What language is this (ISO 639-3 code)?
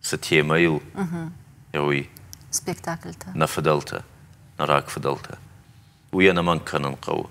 oss